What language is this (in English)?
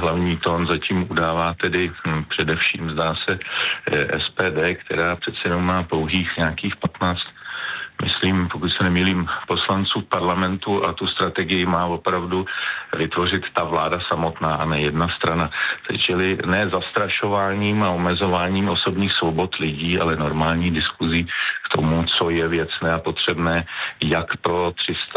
Czech